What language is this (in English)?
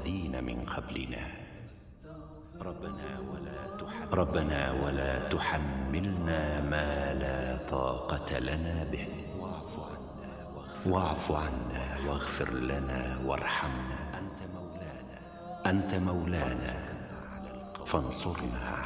Arabic